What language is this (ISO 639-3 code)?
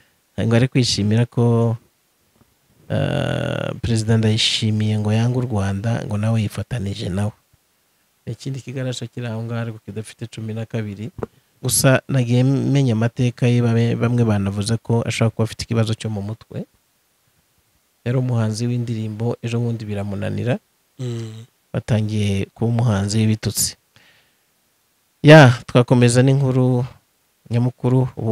kin